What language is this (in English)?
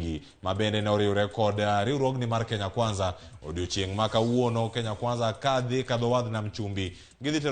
Luo (Kenya and Tanzania)